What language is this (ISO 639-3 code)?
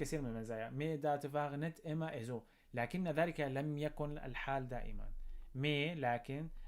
apc